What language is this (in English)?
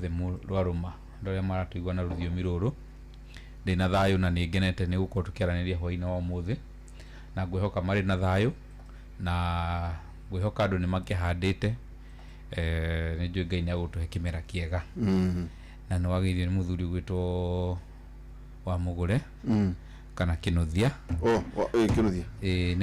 Kikuyu